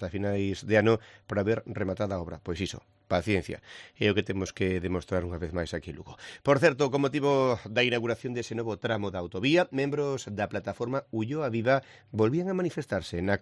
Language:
Galician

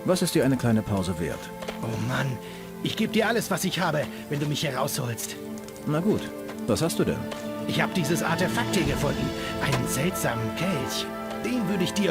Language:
Bavarian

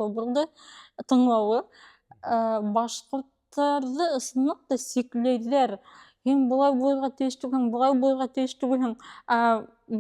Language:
Bashkir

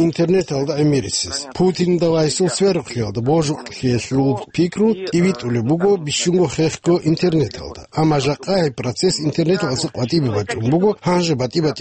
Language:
Avaric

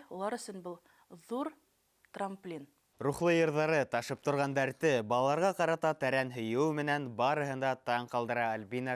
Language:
Bashkir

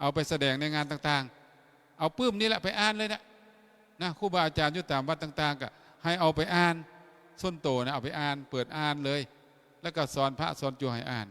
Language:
Lao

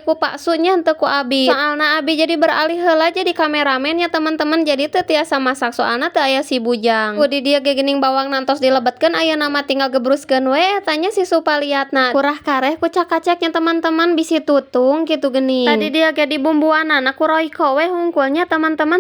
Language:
Sundanese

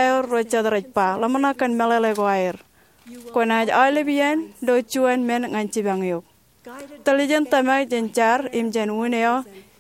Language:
Marshallese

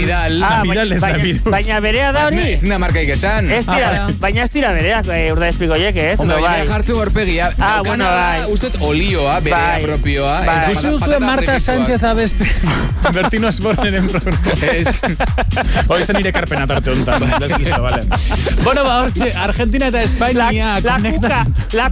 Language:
Basque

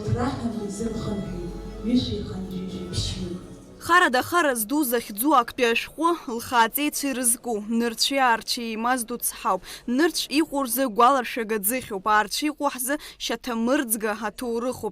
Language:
Abkhazian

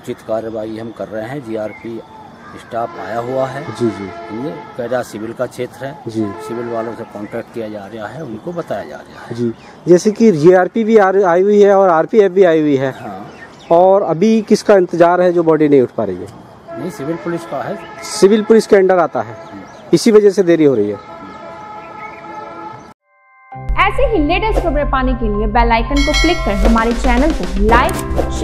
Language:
Hindi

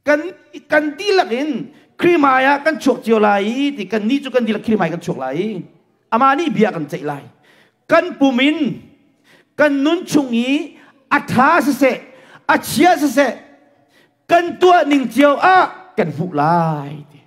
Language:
Hakha Chin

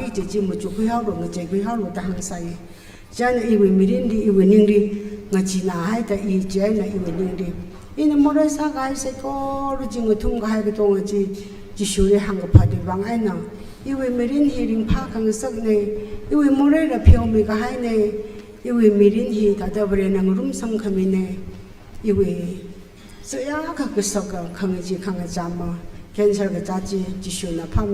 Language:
Tangkhul Naga (India)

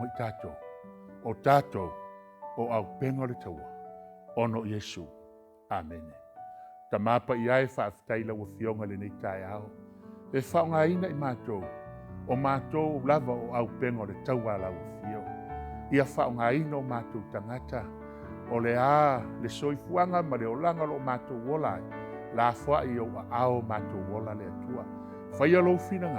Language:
Samoan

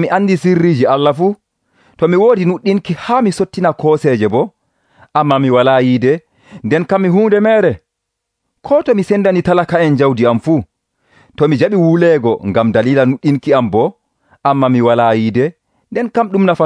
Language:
Nigerian Fulfulde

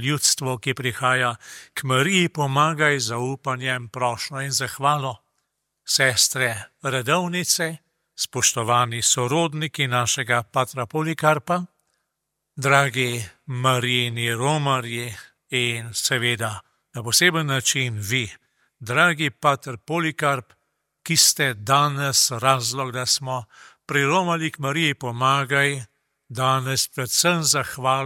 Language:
Slovenian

